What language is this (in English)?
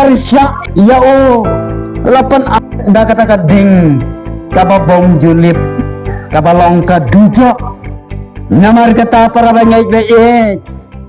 Khasi